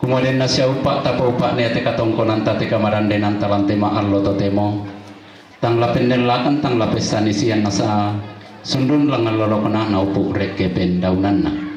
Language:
Toraja-Sa'dan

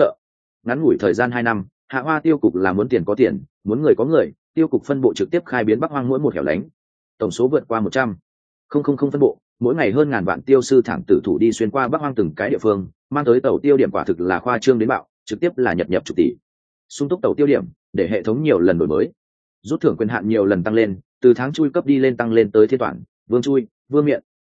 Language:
Vietnamese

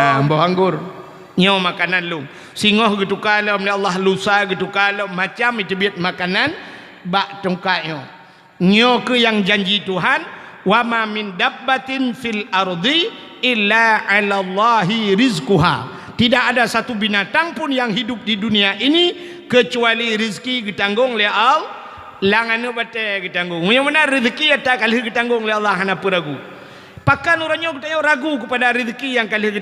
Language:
Achinese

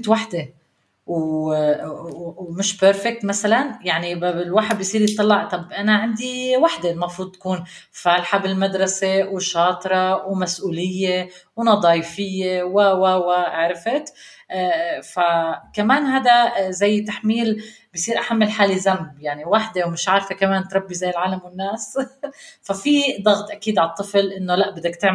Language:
North Levantine Arabic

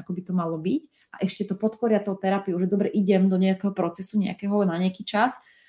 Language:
Slovak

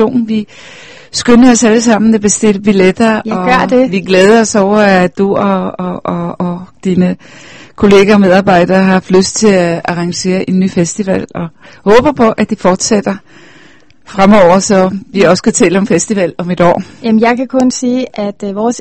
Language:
Danish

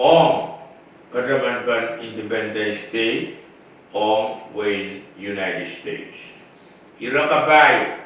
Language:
Pohnpeian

